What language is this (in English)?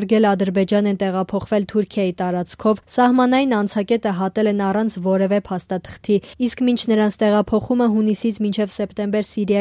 Armenian